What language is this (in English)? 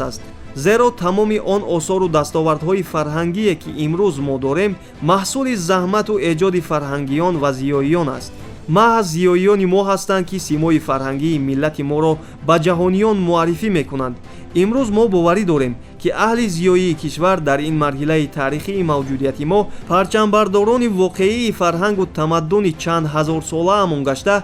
Tajik